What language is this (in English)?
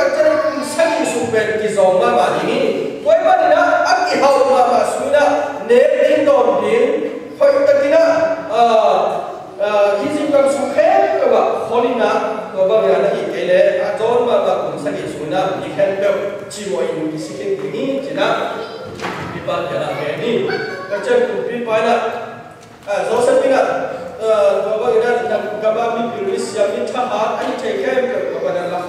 Tedim Chin